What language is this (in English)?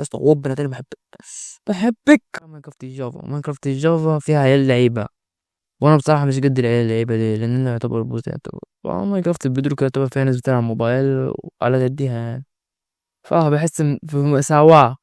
Egyptian Arabic